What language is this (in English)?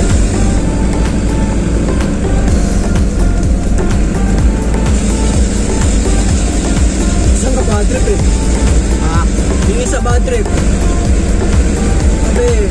Filipino